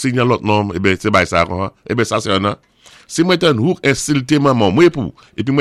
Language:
Saint Lucian Creole French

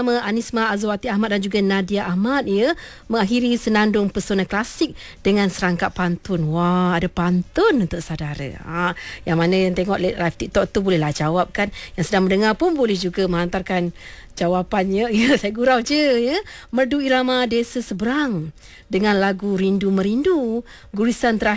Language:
Malay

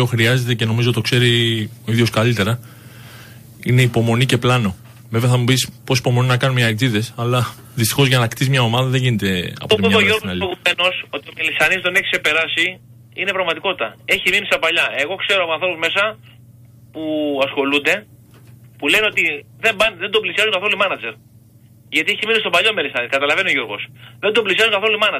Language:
Greek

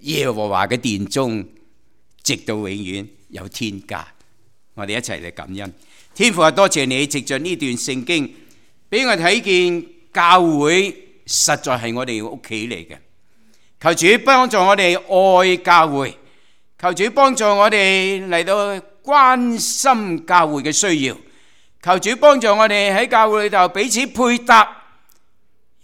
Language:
Cantonese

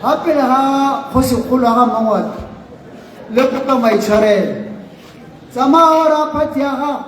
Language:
Tswana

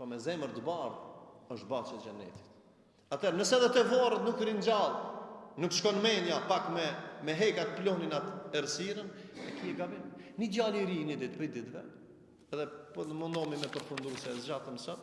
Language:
Albanian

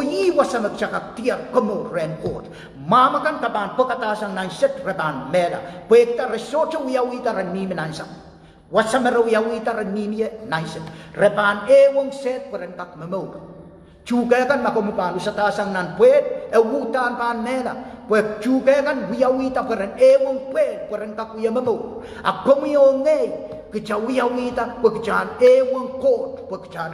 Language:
Pohnpeian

